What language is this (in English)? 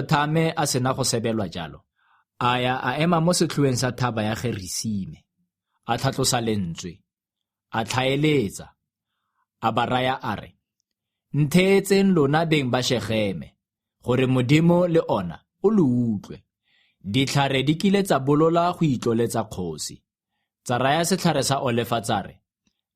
Tswana